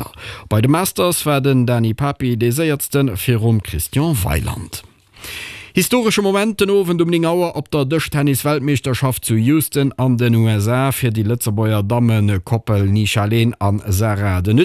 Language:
Luxembourgish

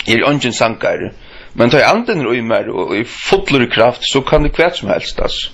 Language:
Faroese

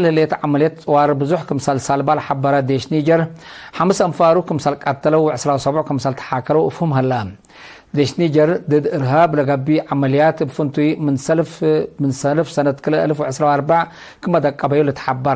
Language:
Tigre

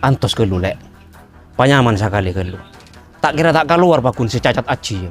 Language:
Madurese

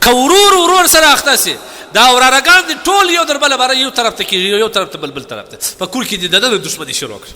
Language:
Pashto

